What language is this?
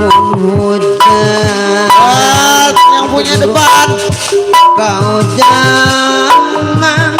Betawi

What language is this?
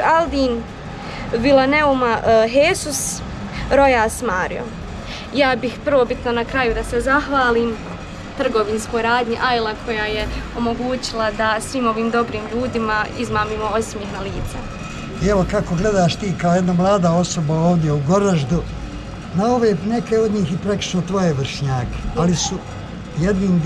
Bosnian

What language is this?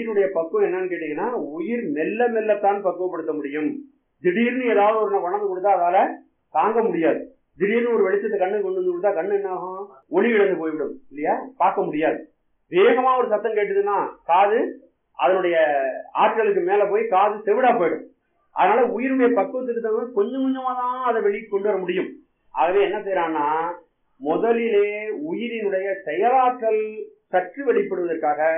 Tamil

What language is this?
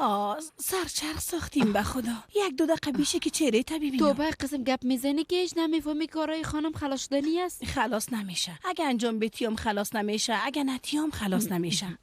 Persian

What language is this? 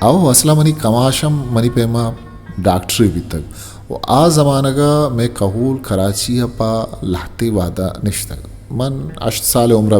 Eastern Balochi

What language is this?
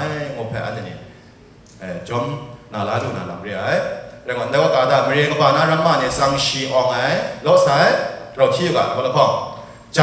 Kachin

